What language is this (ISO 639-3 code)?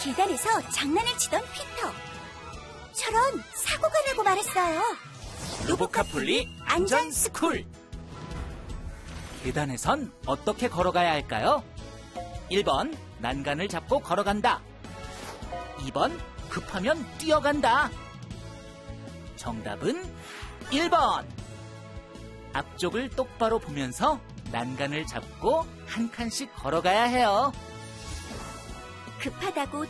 kor